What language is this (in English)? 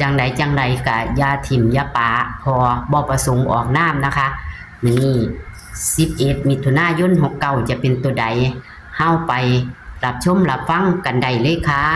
Lao